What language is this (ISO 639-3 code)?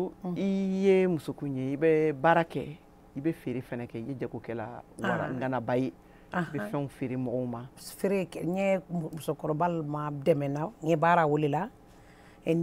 bam